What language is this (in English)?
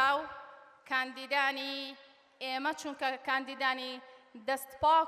Central Kurdish